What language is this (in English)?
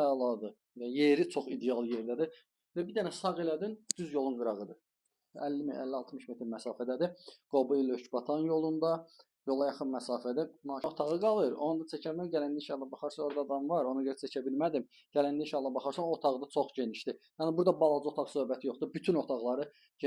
Azerbaijani